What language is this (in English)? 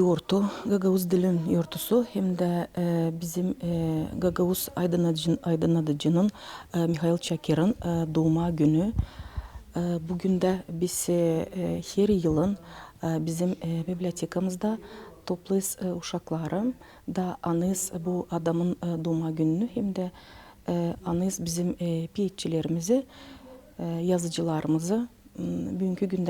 Gagauz